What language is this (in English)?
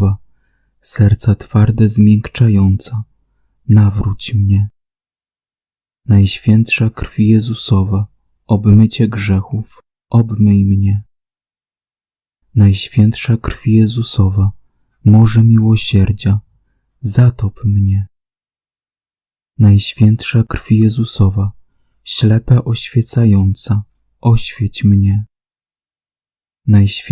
Polish